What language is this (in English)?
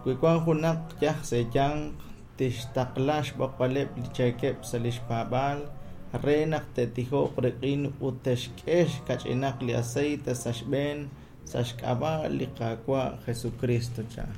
Kekchí